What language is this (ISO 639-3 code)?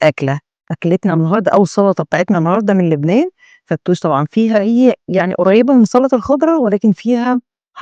arz